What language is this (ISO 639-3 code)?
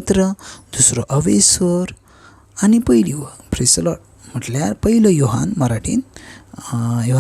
kok